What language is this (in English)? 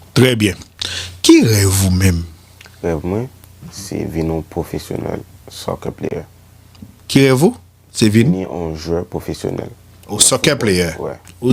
Haitian Creole